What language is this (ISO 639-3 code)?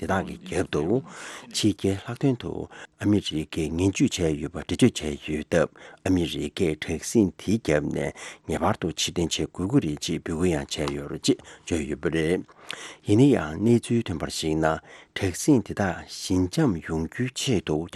bod